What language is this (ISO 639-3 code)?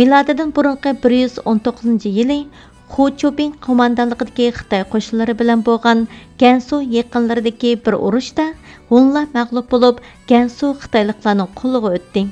uig